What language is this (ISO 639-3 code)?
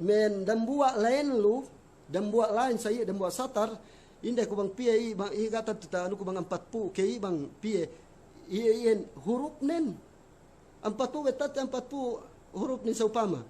yka